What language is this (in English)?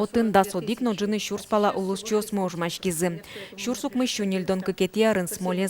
Udmurt